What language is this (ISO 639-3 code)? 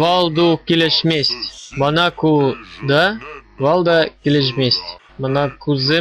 chv